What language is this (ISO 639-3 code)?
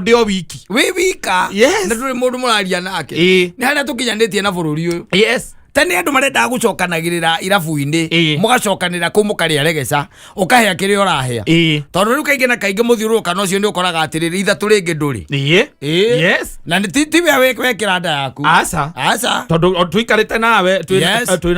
kik